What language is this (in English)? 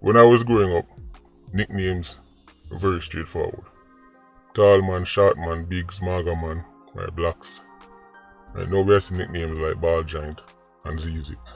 Jamaican Creole English